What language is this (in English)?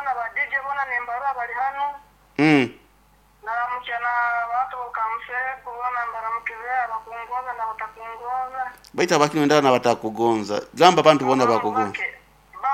Nyoro